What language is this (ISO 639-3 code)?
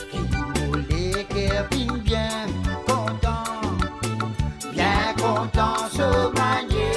mfe